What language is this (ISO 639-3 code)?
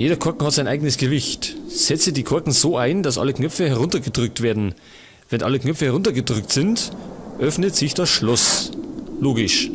bar